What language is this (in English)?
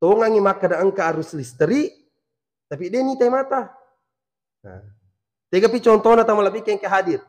Buginese